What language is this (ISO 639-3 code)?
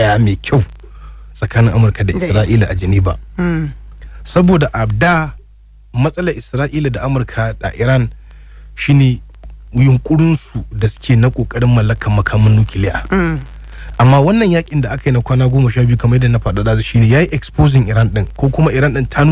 hau